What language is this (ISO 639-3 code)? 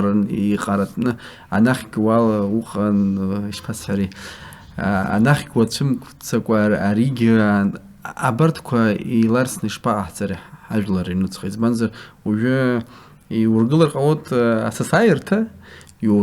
abk